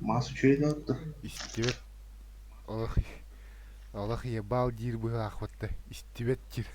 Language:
Yakut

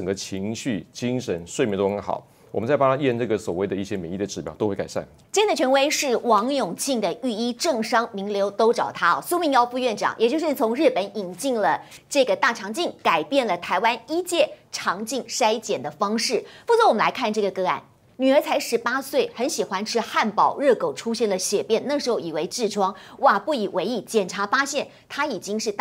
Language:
Chinese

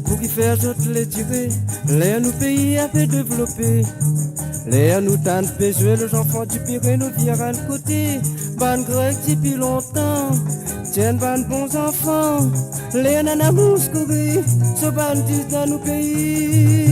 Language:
Morisyen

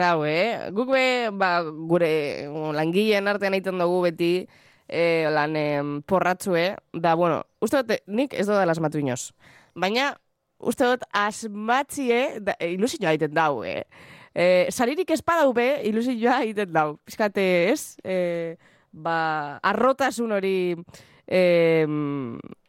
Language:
Basque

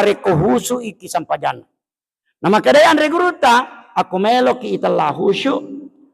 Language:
Buginese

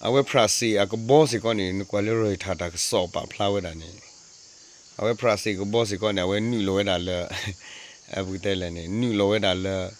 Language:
S'gaw Karen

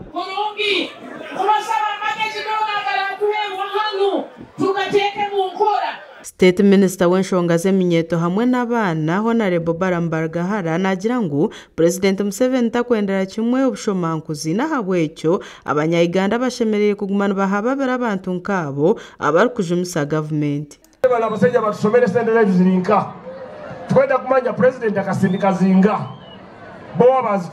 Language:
Nyankole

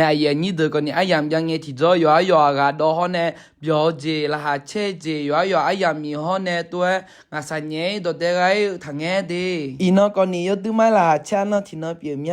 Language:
Akha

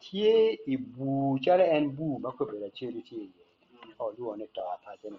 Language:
Acoli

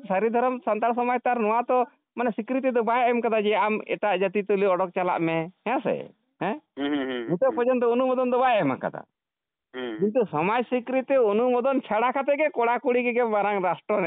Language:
Santali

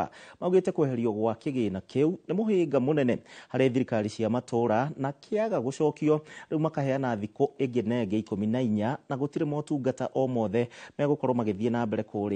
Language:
Kikuyu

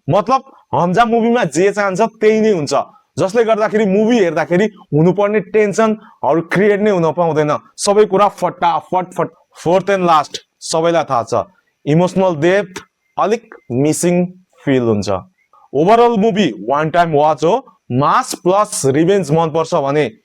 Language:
Nepali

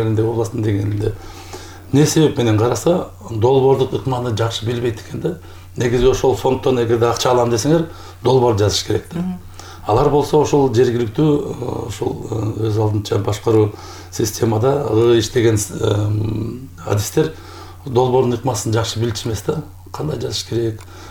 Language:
Kyrgyz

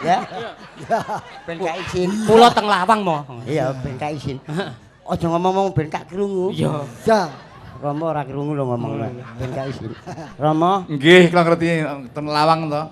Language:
Javanese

